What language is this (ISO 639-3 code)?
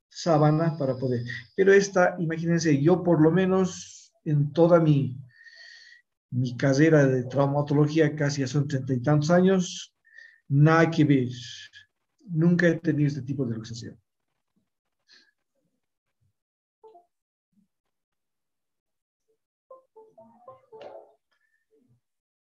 spa